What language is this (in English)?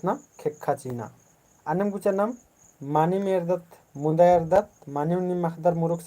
Kurukh